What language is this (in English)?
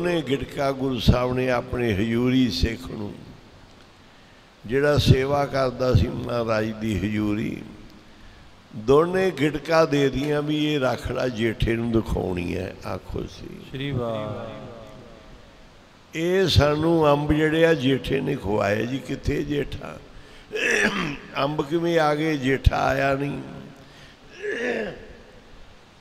Punjabi